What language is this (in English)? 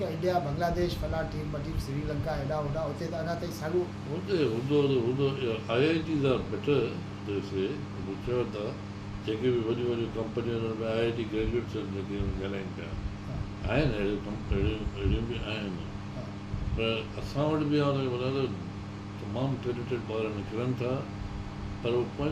Sindhi